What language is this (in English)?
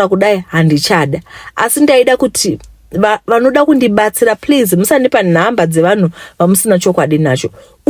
Shona